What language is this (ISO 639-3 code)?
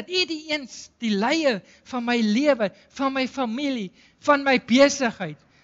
afr